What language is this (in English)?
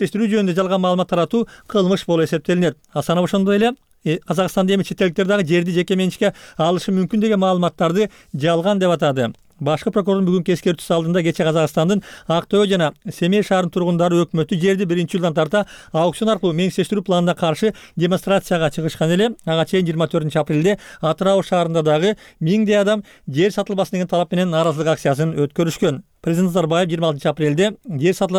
Kyrgyz